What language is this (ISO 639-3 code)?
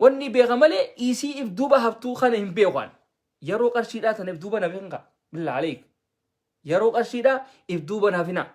orm